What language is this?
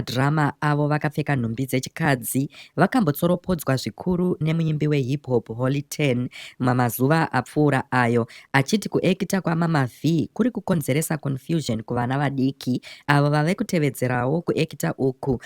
Shona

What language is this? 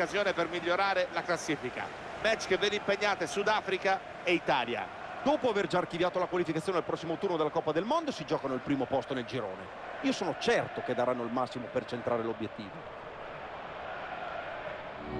Italian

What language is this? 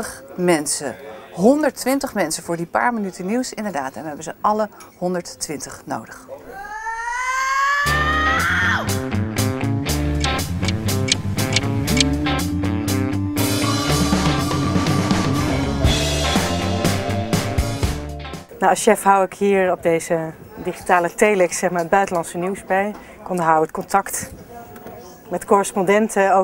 Dutch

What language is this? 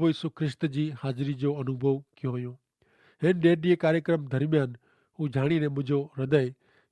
Kachhi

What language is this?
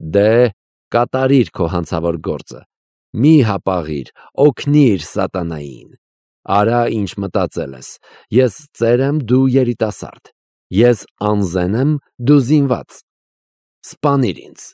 Armenian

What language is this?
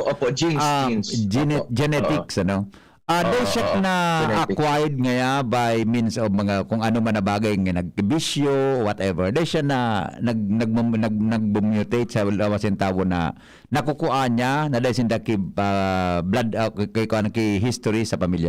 Bikol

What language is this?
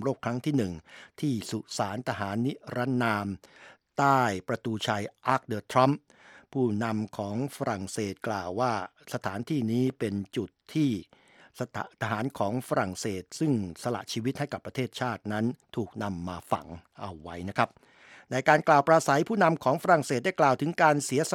Thai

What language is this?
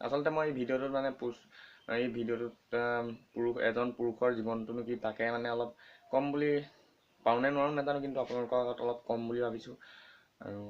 Assamese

